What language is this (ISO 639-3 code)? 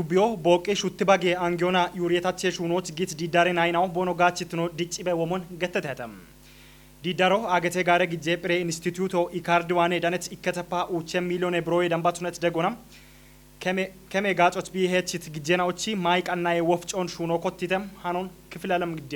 kbr